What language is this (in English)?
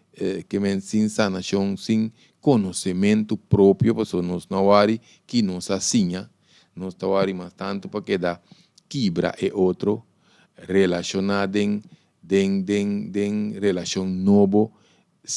Papiamento